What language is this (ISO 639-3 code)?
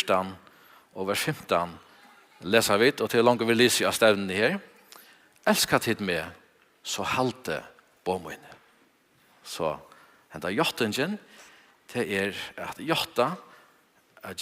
fao